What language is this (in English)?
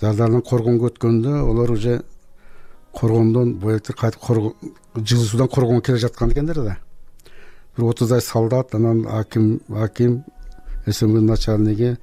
Kyrgyz